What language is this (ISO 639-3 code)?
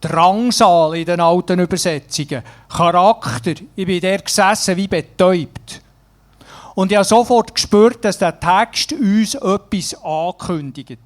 gsw